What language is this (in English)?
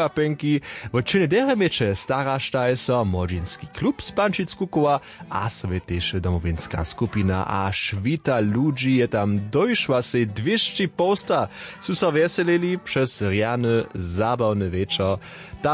Upper Sorbian